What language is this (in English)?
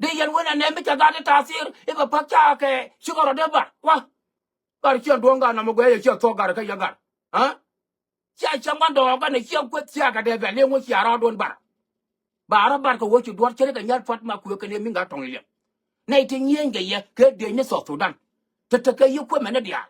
Nuer